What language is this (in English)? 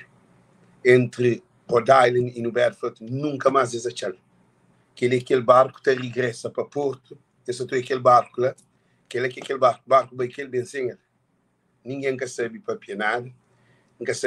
Kabuverdianu